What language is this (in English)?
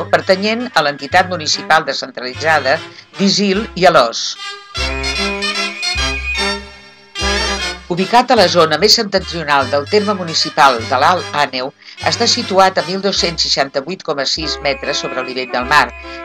Catalan